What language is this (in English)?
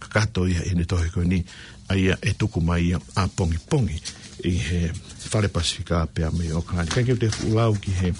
Tongan